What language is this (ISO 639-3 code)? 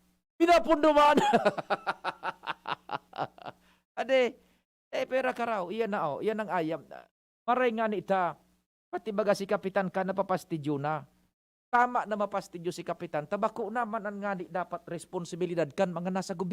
bik